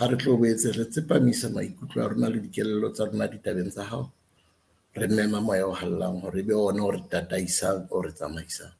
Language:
Southern Sotho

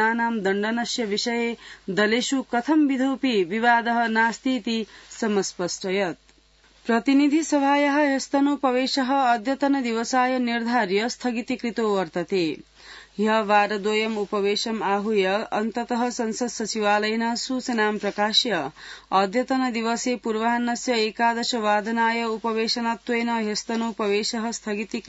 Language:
Sanskrit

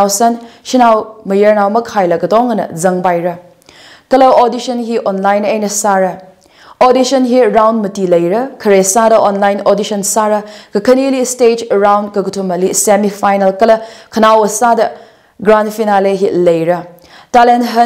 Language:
Tangkhul Naga (India)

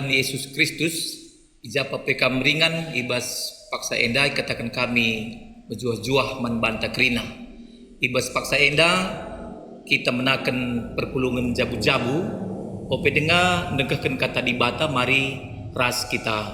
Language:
Batak Karo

